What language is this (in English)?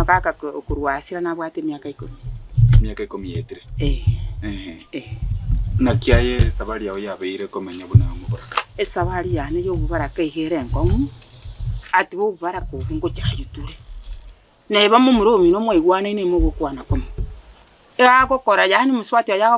Gusii